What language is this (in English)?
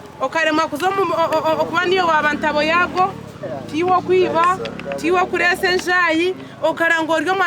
Nyankole